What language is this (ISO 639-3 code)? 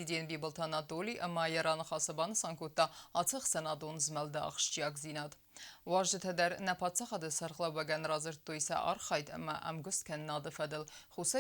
oss